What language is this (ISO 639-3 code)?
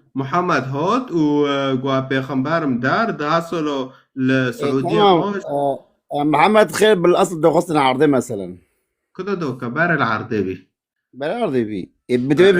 kur